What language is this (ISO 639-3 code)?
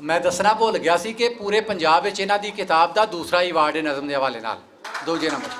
lah